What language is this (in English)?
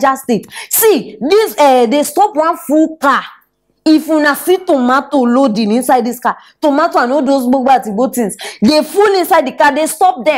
Nigerian Pidgin